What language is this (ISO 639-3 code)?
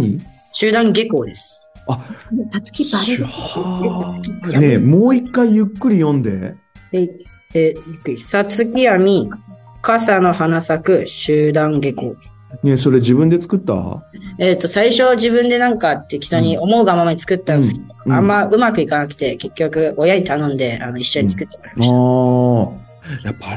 jpn